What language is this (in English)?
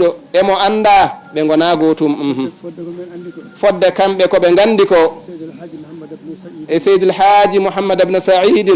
Fula